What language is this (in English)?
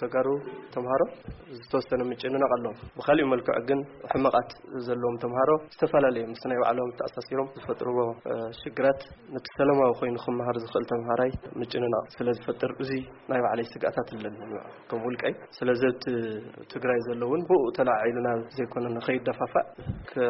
Tigrinya